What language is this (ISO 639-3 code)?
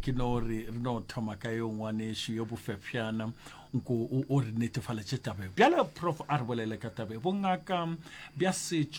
nso